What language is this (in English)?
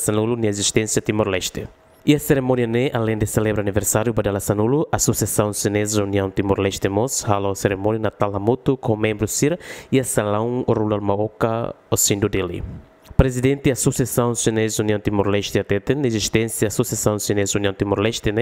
Tetum